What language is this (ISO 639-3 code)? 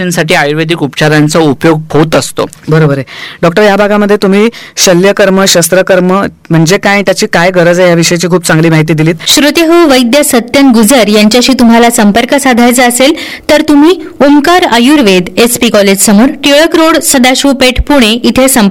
mar